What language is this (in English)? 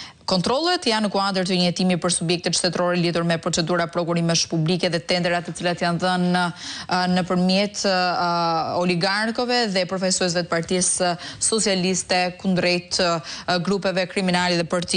Albanian